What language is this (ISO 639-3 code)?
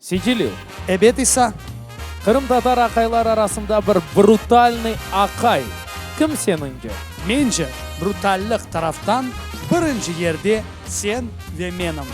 crh